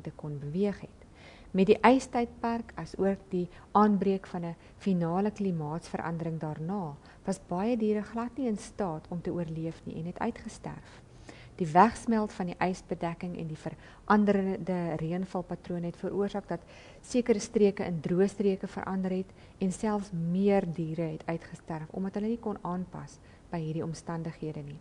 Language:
Afrikaans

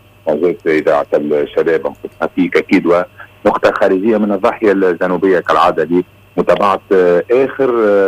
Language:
Tunisian Arabic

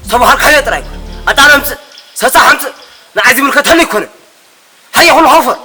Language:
Tigrinya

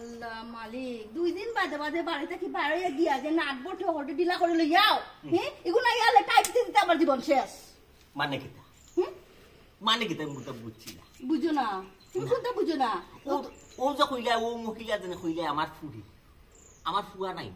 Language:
Sylheti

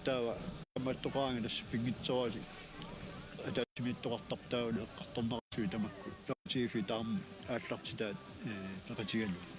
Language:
Kalaallisut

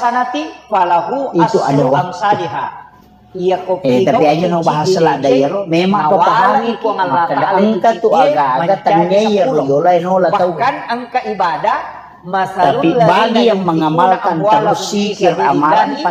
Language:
Buginese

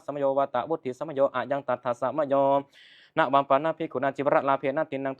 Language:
Pali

